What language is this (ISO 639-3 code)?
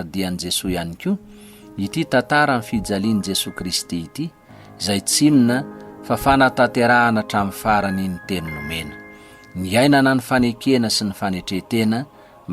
mlg